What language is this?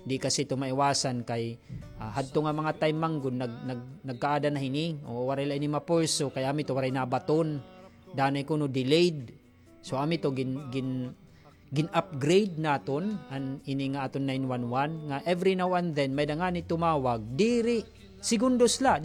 Waray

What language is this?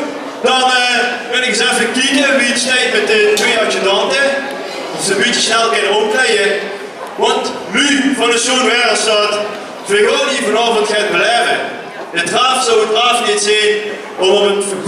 Limburgish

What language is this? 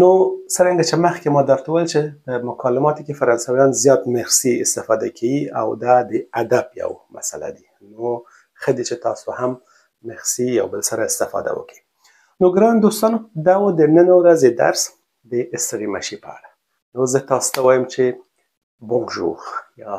Pashto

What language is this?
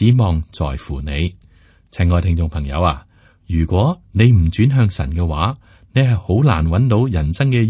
Cantonese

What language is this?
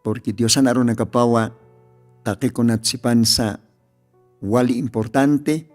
Aymara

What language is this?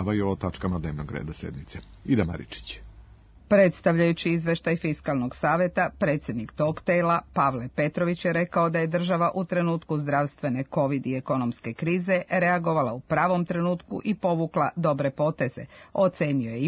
Serbian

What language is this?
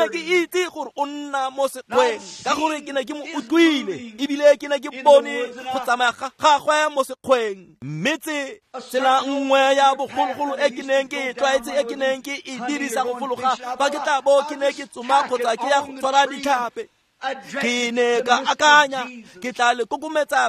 Tswana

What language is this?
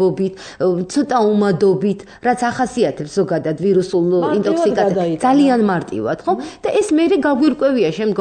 Georgian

